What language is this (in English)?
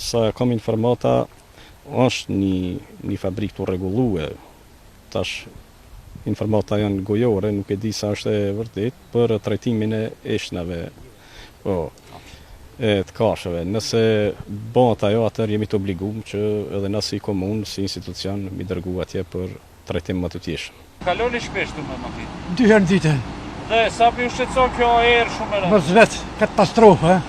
Albanian